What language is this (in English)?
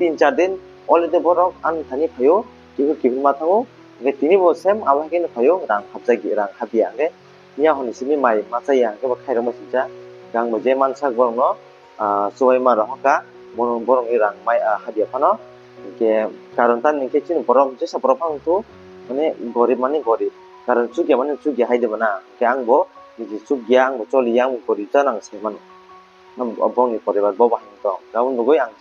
Kok Borok